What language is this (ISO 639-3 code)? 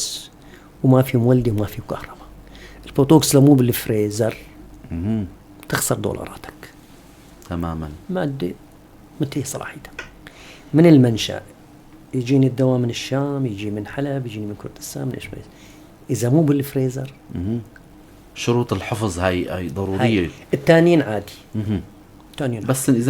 apc